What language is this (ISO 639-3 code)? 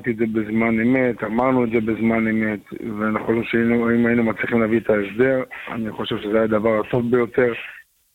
heb